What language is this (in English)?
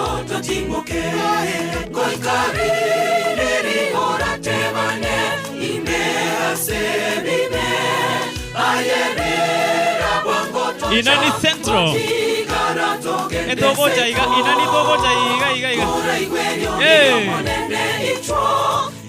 Gusii